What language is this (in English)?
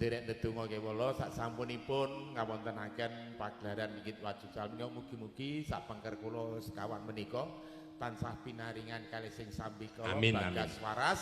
Javanese